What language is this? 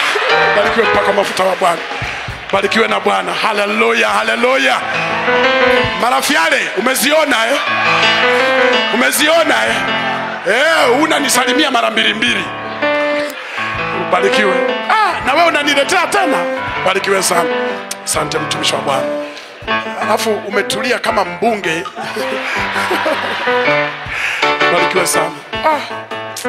Swahili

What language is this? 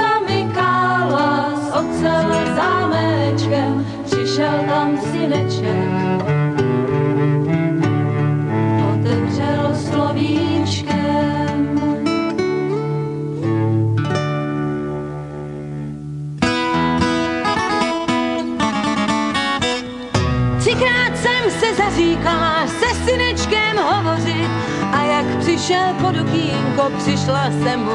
Czech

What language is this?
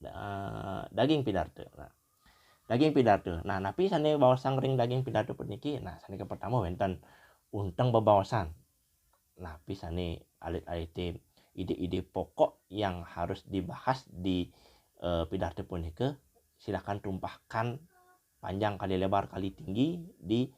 Balinese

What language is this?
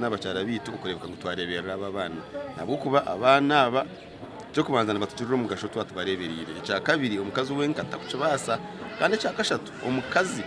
Nyankole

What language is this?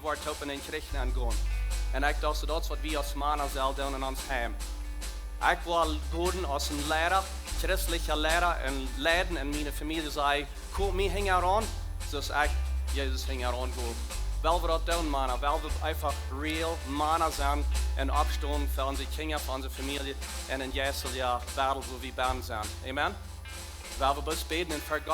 Plautdietsch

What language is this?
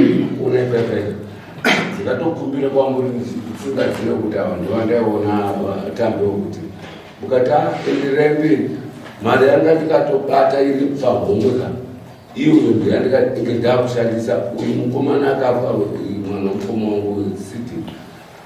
Shona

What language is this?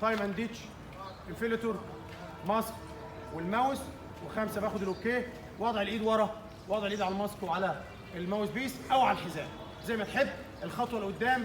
Egyptian Arabic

